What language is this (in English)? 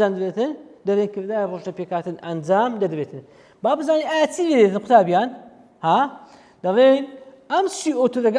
Central Kurdish